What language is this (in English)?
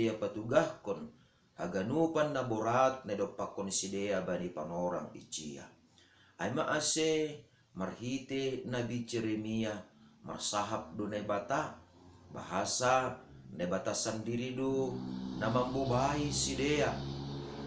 Batak Simalungun